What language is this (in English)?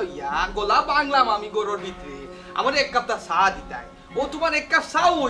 Sylheti